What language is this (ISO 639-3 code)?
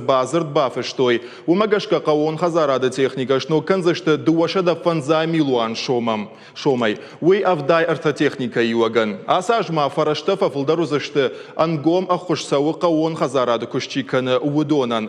oss